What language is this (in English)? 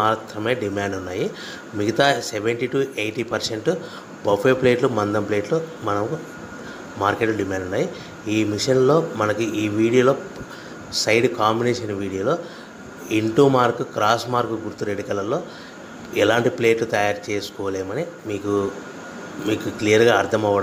Telugu